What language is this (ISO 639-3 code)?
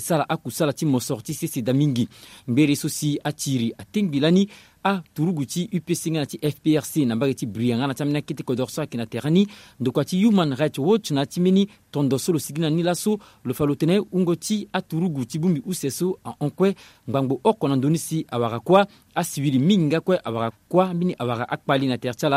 sag